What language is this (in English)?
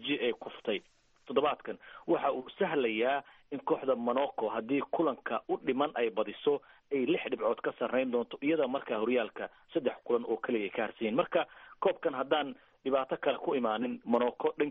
Somali